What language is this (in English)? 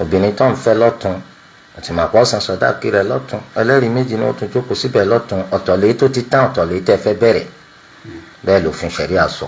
Yoruba